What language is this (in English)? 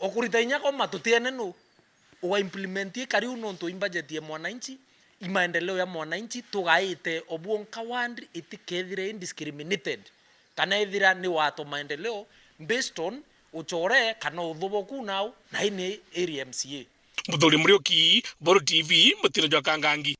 Meru